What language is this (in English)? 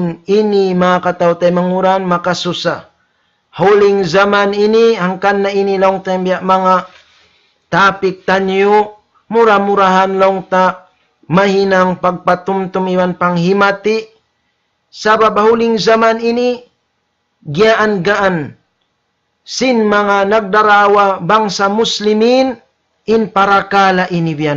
Tausug